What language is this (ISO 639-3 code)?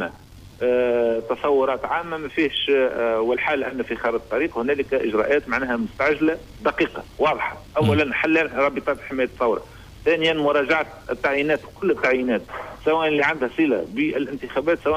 aeb